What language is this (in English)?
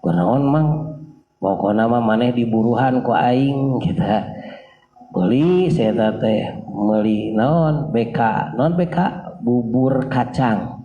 Sundanese